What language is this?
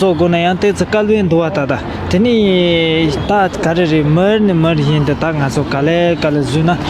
Tibetan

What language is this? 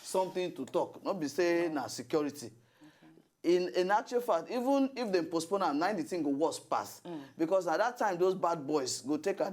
Nigerian Pidgin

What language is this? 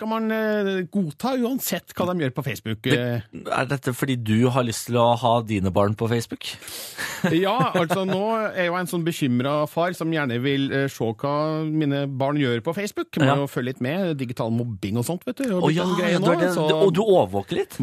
Norwegian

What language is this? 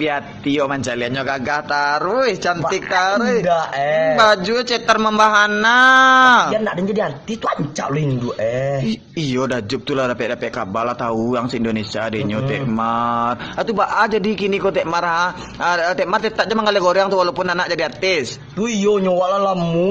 Minangkabau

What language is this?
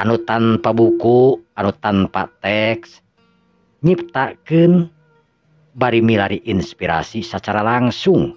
Sundanese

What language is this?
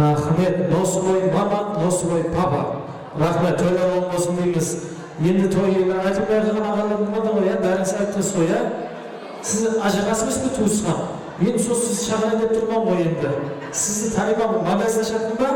Kara-Kalpak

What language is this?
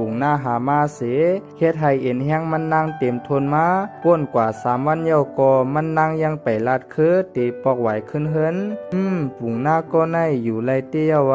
Shan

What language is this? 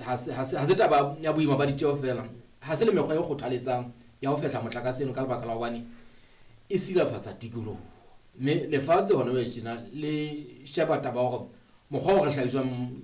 Southern Sotho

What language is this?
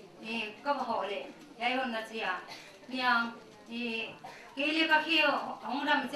Paite Chin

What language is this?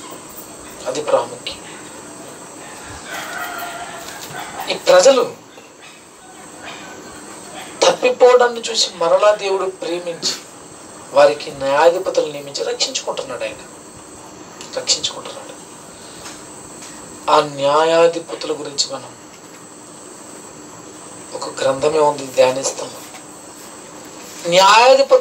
Telugu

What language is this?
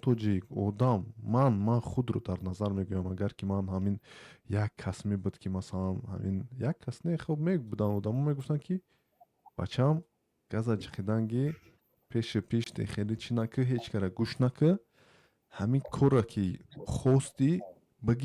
Tajik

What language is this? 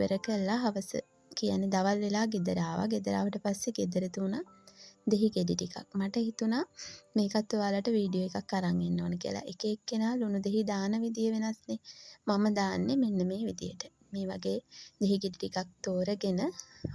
Sinhala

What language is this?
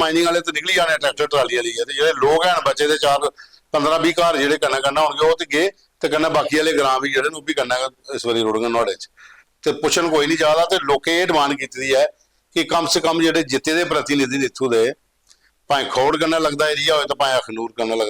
Dogri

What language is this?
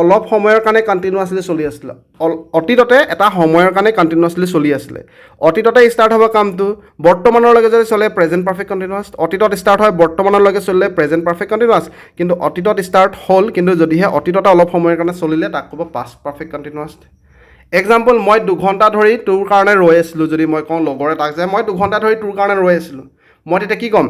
Assamese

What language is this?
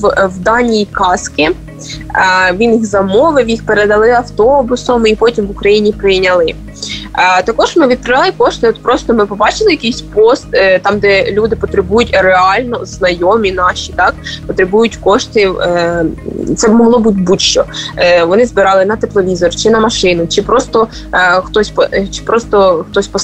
Ukrainian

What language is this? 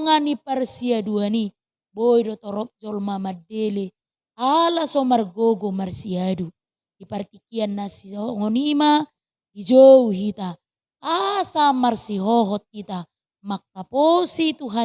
Batak Toba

